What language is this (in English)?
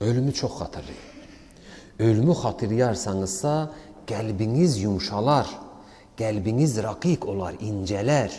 Azerbaijani